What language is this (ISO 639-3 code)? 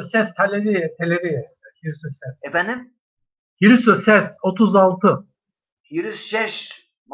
zza